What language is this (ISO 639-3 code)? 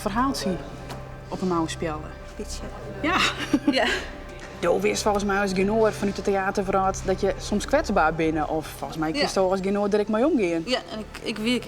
fry